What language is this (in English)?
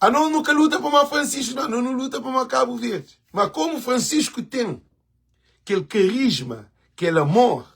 Kabuverdianu